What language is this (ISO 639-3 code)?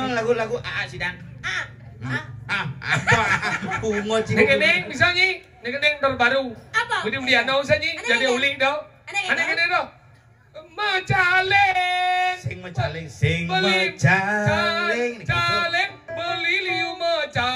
ban